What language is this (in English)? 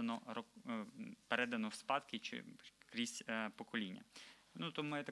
Ukrainian